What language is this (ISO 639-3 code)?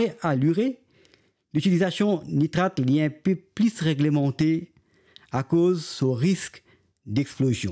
mfe